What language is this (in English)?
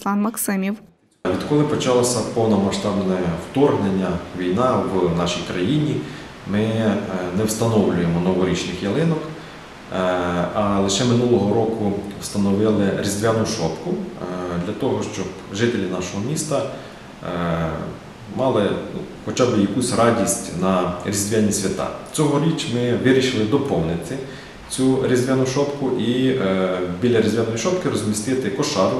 Ukrainian